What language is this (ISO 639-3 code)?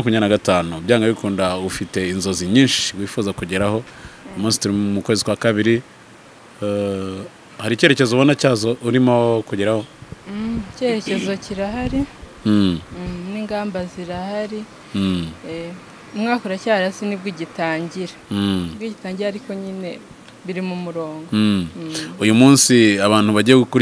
kin